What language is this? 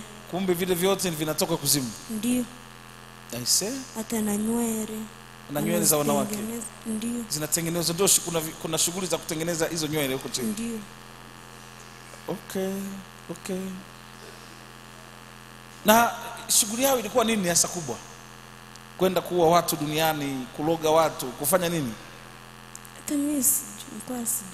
Swahili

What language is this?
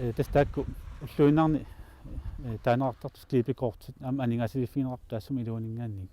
Kalaallisut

